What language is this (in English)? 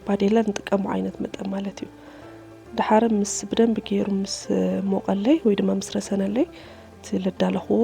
Tigrinya